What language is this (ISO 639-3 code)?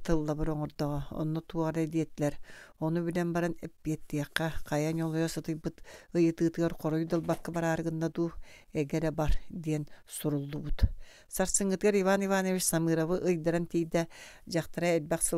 sah